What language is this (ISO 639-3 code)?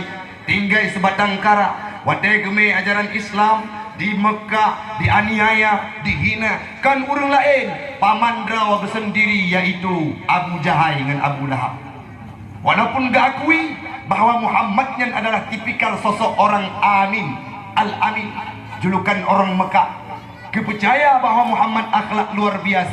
ace